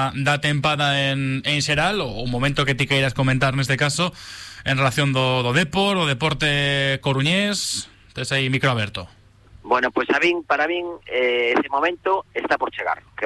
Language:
Galician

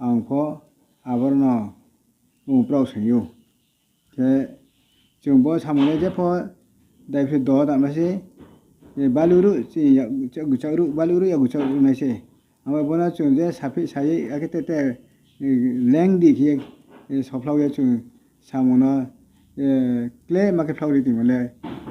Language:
Riang (India)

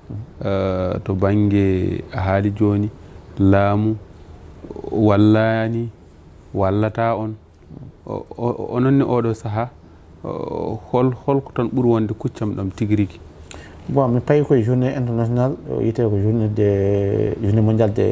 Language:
Fula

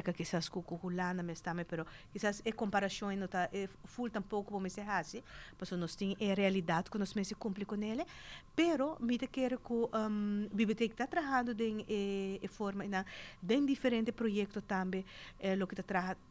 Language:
Papiamento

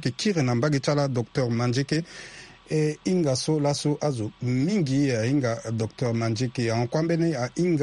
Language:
Sango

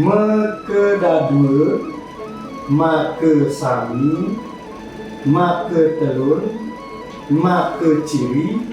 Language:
Balinese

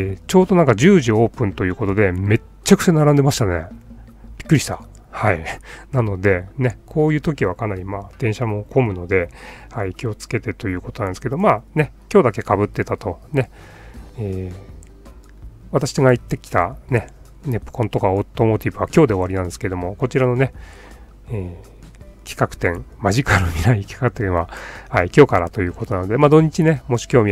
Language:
Japanese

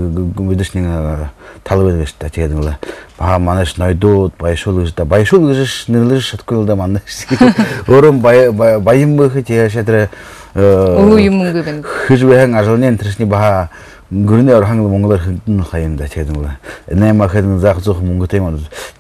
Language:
Buriat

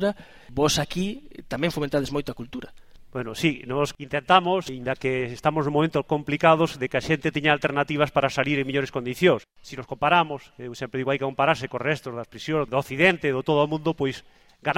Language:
Galician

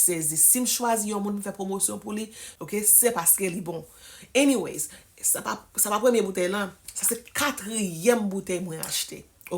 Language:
Haitian Creole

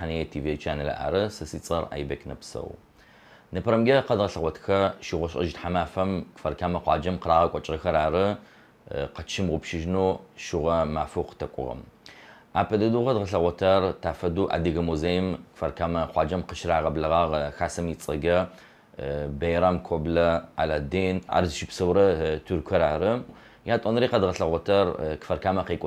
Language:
Adyghe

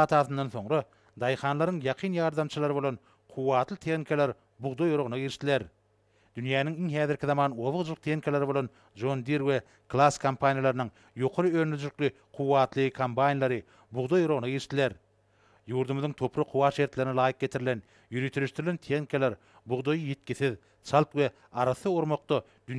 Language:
Turkmen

